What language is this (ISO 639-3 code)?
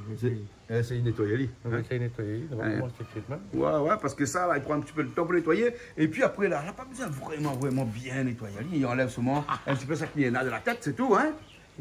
rcf